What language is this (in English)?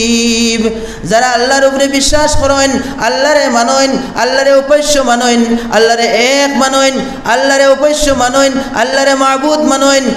Sylheti